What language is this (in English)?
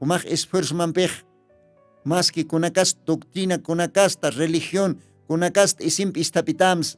Aymara